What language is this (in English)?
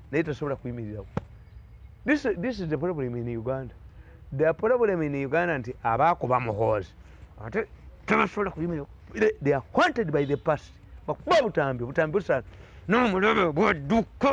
Ganda